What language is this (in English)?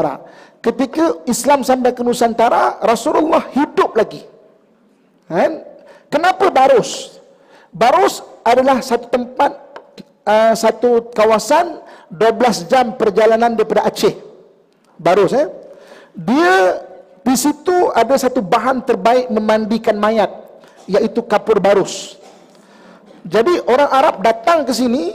Malay